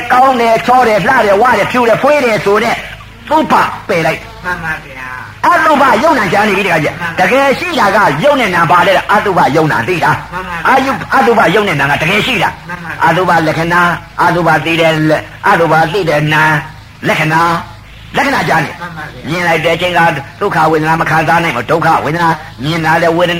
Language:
Burmese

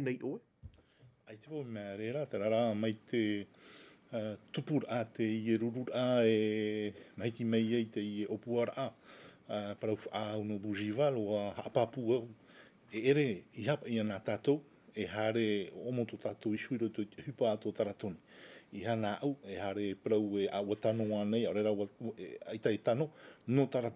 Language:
Tahitian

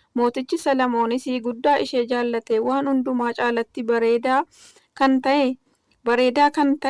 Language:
Oromo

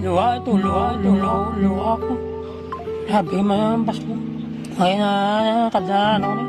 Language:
Hiligaynon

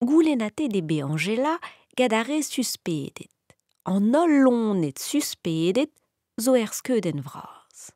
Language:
Breton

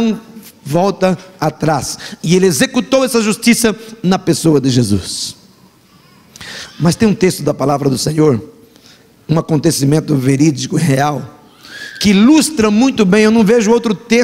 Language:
Portuguese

